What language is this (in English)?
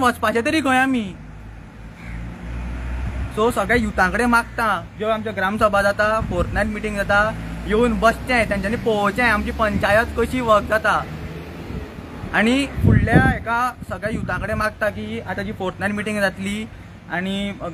Konkani